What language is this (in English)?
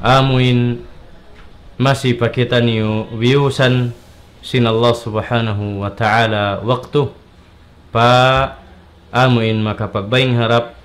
Tausug